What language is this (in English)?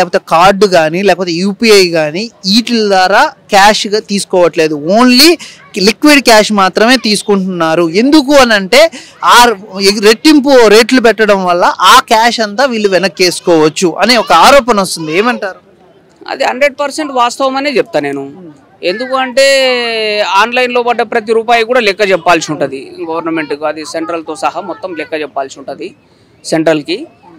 Telugu